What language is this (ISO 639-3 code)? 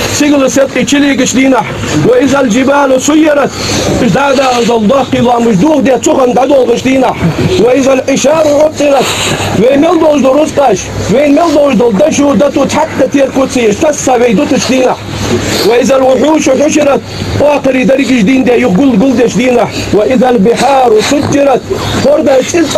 inh